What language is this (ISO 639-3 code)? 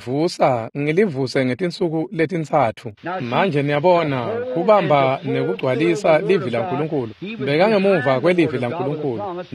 ssw